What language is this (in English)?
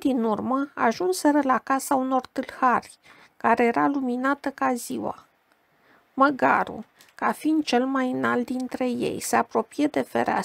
Romanian